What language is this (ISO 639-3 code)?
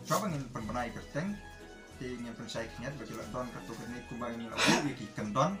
kha